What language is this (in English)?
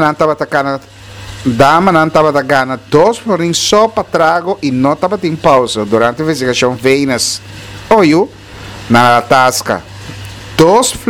Papiamento